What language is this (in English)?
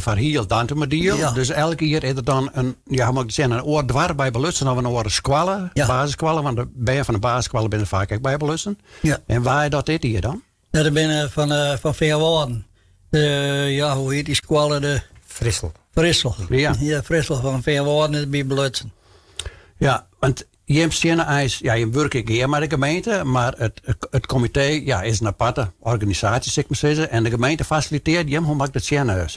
Western Frisian